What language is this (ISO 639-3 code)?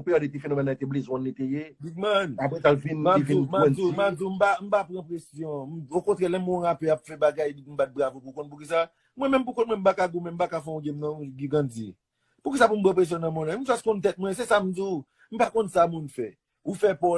hat